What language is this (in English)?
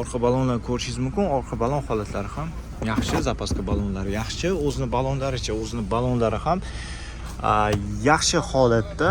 Uzbek